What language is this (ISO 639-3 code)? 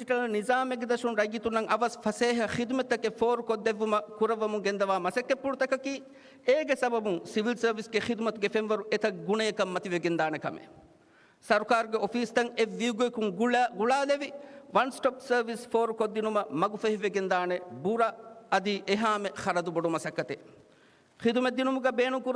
div